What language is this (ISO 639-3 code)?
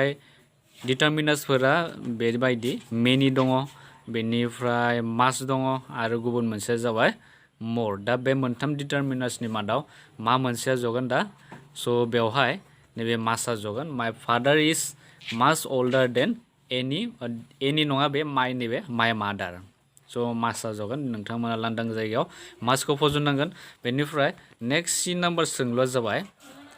brx